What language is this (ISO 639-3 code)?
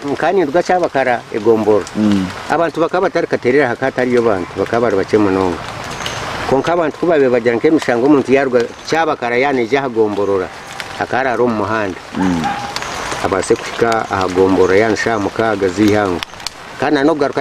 nyn